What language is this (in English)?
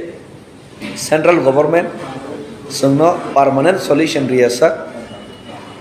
Kok Borok